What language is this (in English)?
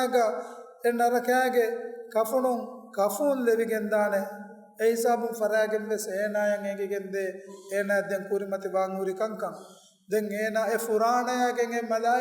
Divehi